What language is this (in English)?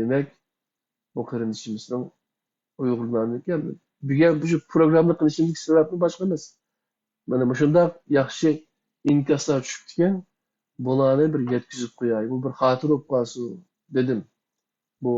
Uyghur